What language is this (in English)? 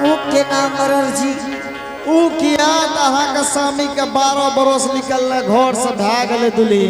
Angika